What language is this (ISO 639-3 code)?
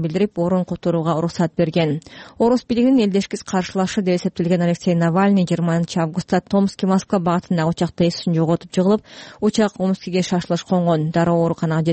kir